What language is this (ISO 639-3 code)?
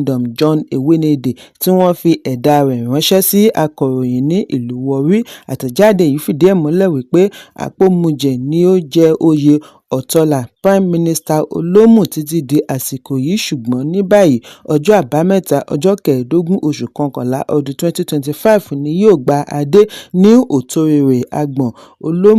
yor